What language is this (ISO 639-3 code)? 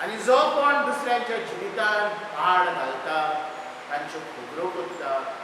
kok